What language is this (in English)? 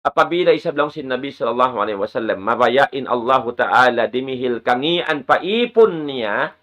Tausug